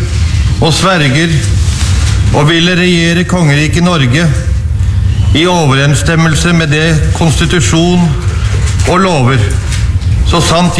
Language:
Norwegian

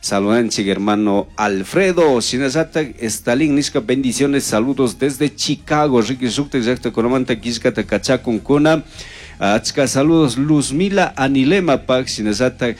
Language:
Chimborazo Highland Quichua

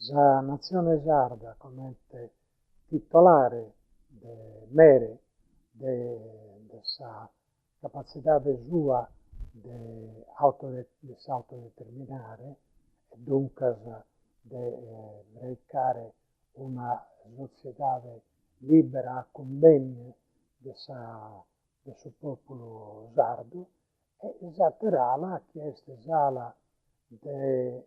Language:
Sardinian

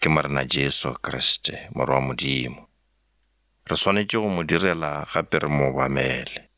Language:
Northern Sotho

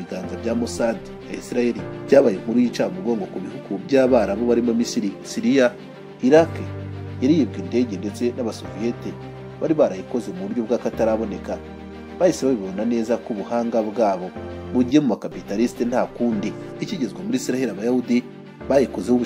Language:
Kinyarwanda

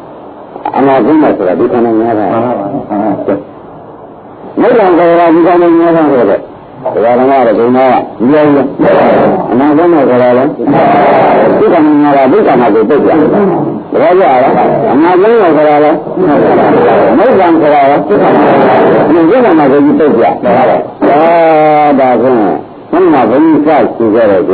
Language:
Burmese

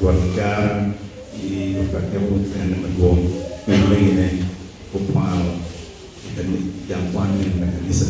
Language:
Acoli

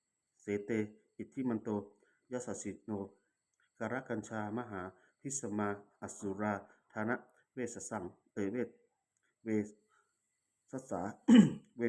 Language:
Pali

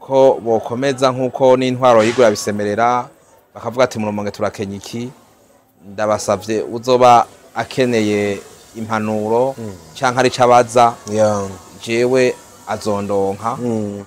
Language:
Rundi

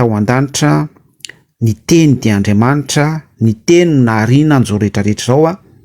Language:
Malagasy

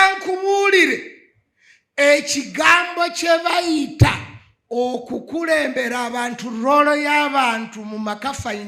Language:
Ganda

